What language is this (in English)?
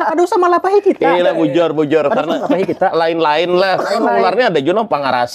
Banjar